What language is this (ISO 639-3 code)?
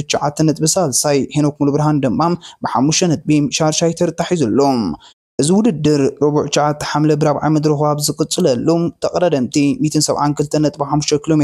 tir